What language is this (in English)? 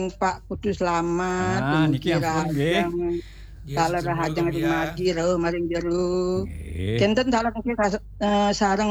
Balinese